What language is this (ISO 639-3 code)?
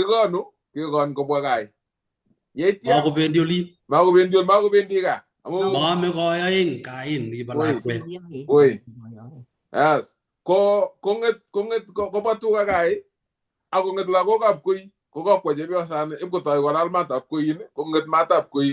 kln